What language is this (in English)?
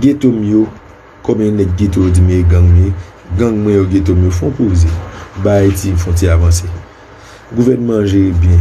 Haitian Creole